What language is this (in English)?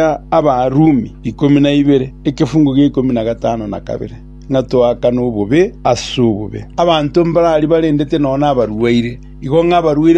Gusii